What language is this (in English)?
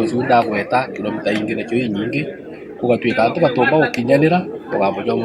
Meru